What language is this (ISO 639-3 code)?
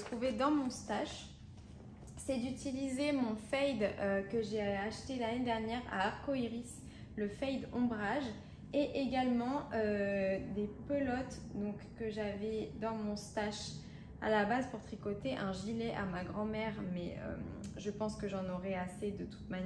fra